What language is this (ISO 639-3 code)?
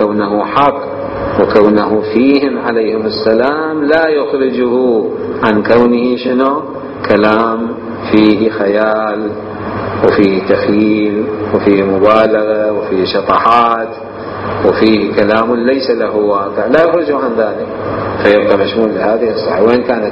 acm